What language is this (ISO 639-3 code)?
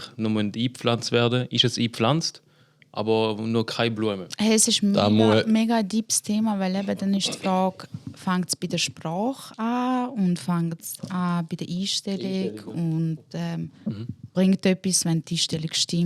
gsw